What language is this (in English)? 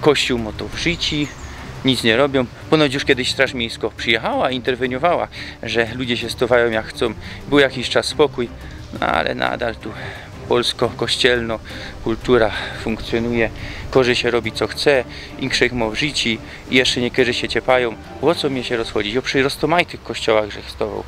Silesian